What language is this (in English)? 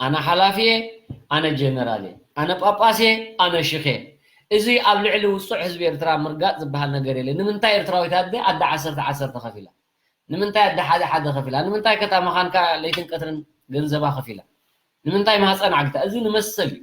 Tigrinya